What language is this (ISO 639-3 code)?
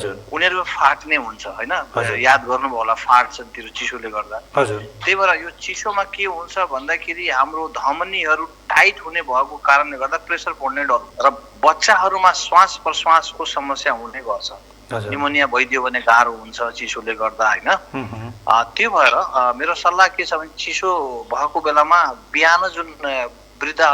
nep